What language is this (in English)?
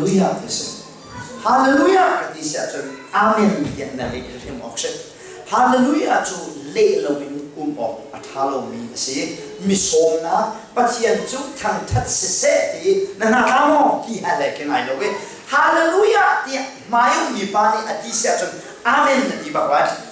Hakha Chin